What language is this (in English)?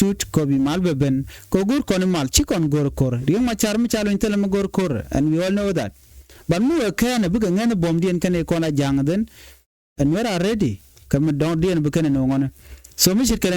Nuer